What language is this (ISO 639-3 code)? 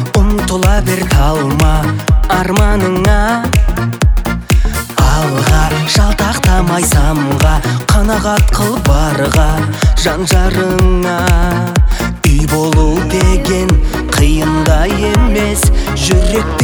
kaz